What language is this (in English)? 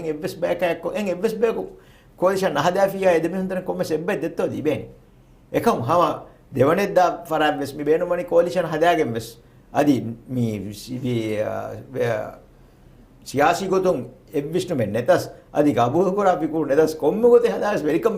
Divehi